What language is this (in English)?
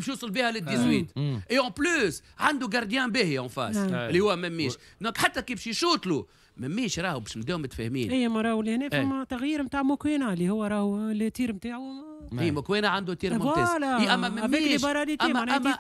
Tunisian Arabic